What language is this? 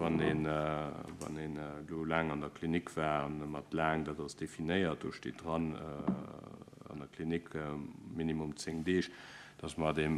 Luxembourgish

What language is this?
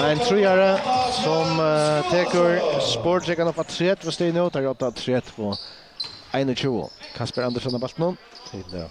Faroese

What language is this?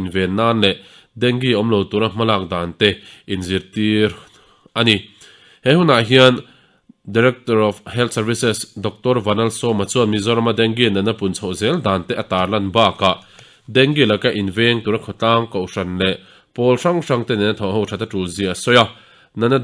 Mizo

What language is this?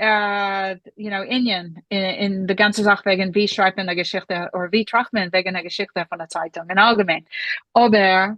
Yiddish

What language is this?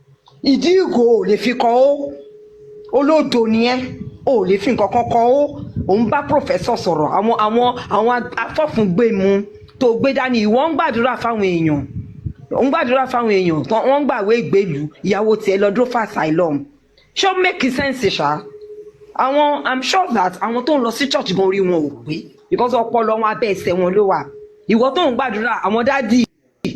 Yoruba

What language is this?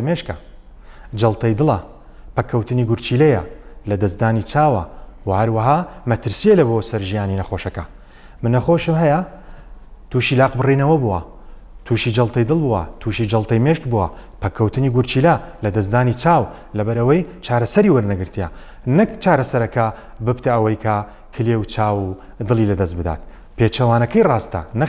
Central Kurdish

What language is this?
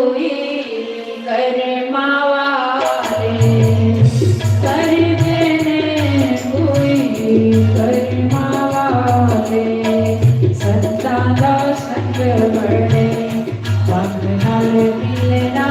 Dogri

